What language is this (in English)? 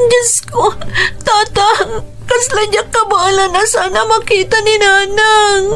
Iloko